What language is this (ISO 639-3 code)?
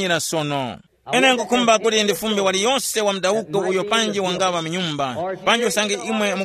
tum